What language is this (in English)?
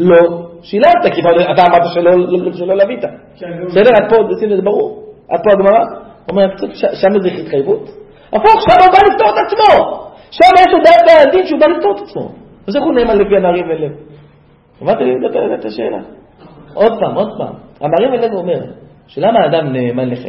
Hebrew